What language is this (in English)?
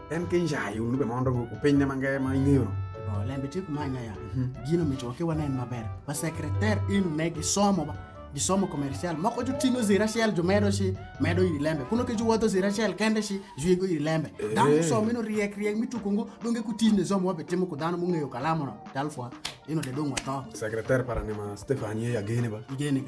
Alur